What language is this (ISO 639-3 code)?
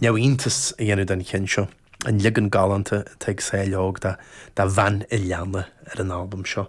gle